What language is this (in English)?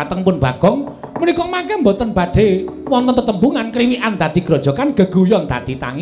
Javanese